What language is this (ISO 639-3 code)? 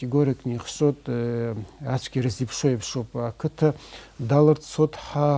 abk